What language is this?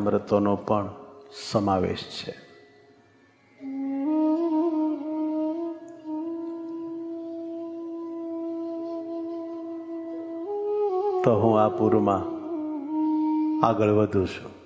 Gujarati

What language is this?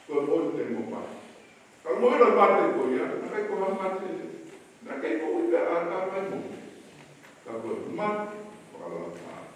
Tongan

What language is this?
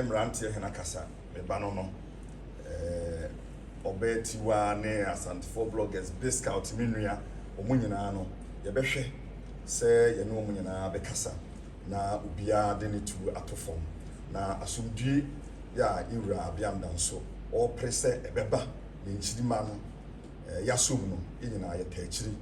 Akan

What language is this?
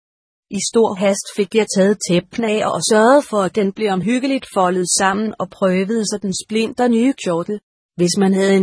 Danish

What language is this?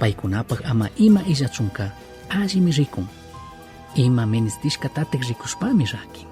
Chimborazo Highland Quichua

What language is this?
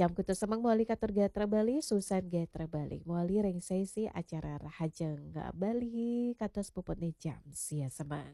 Balinese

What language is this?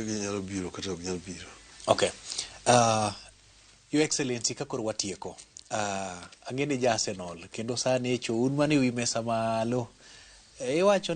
Luo (Kenya and Tanzania)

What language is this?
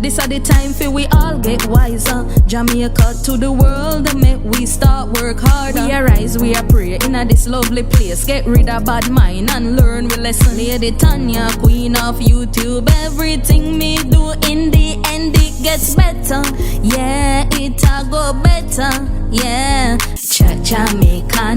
Jamaican Creole English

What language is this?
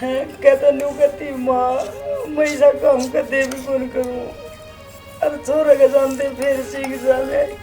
Haryanvi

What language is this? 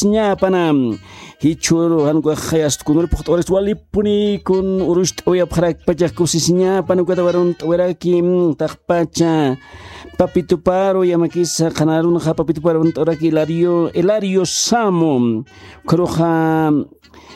Aymara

